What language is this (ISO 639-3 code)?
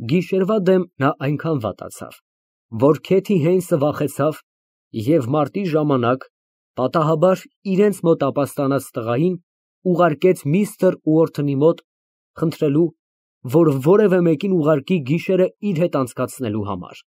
hye